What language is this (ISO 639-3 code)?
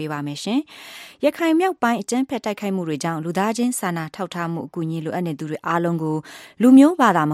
mya